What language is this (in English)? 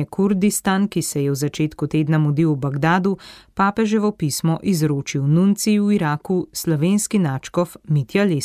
Slovenian